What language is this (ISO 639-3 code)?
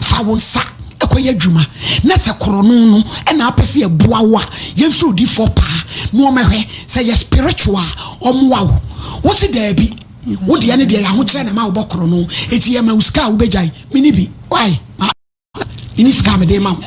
aka